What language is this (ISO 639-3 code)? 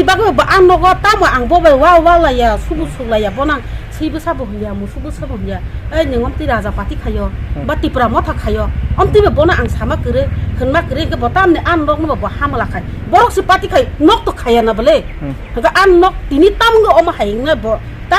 trp